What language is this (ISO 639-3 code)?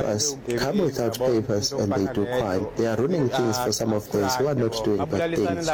nso